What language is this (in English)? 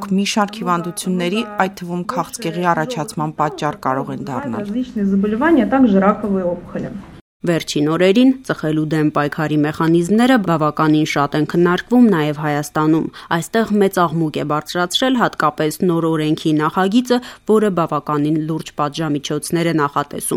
Armenian